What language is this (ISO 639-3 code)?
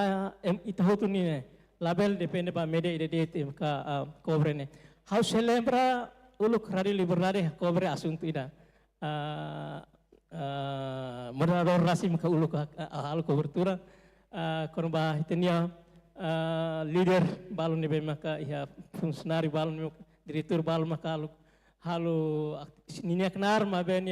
tet